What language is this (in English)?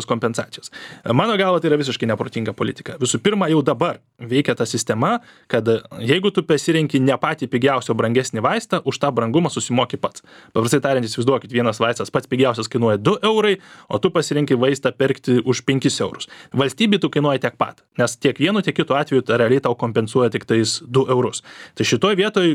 Lithuanian